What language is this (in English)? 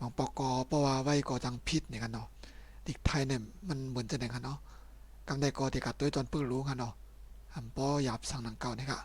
Shan